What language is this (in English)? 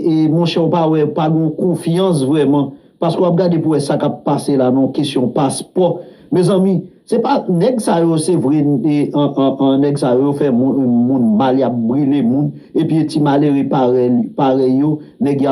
Haitian Creole